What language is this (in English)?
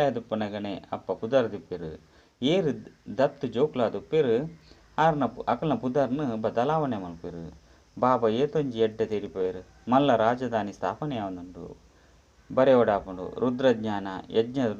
Tulu